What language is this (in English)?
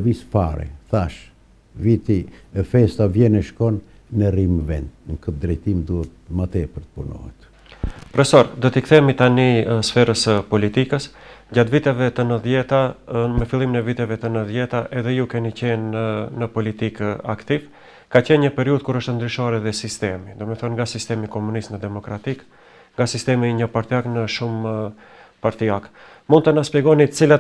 Albanian